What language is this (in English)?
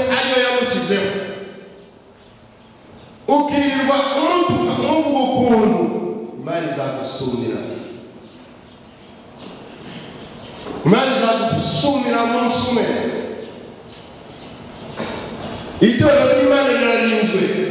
Kinyarwanda